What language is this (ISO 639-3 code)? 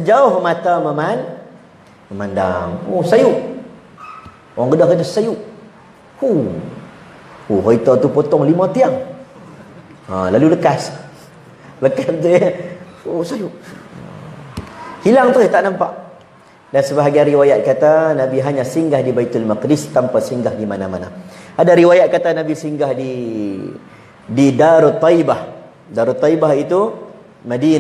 msa